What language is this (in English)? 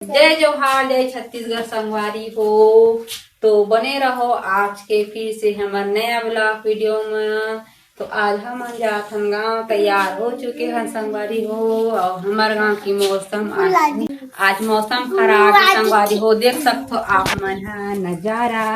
Chhattisgarhi